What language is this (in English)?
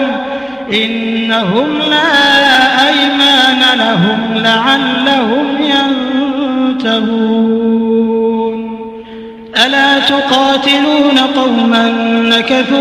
Arabic